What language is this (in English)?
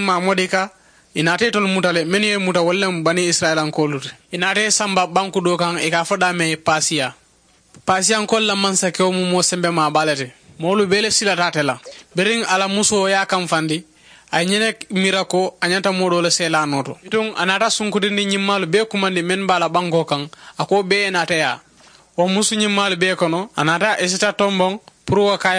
Mandingo